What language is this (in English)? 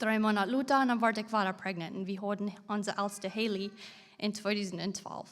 Plautdietsch